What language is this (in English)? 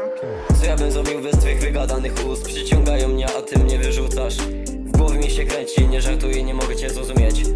Polish